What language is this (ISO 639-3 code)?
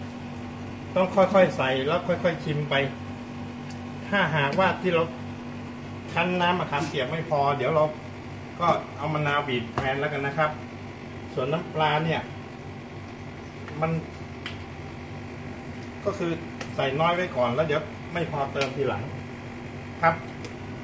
tha